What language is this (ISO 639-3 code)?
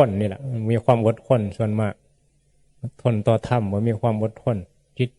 tts